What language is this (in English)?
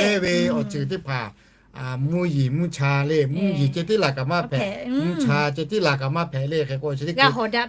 Lahu